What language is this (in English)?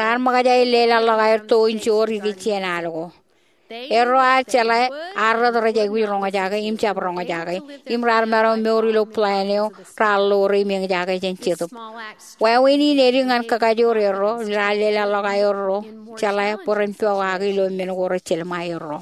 Marshallese